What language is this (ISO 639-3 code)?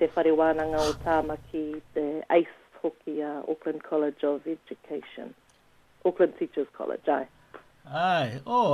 mri